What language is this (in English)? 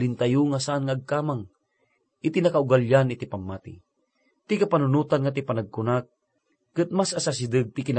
Iloko